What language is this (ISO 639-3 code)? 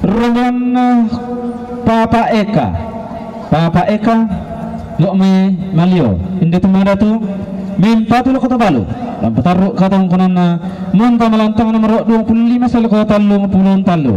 sda